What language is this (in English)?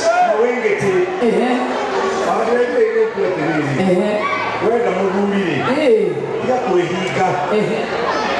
Kikuyu